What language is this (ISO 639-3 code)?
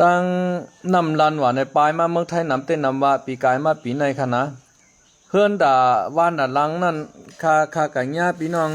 shn